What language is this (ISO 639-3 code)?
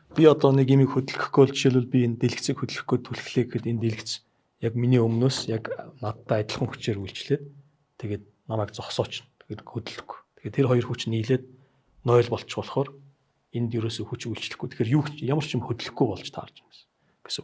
mon